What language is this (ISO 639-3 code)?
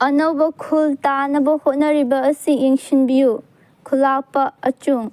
mni